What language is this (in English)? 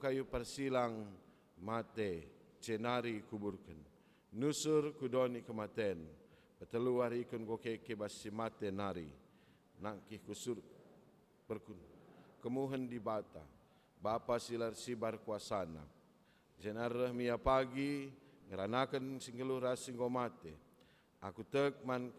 Batak Karo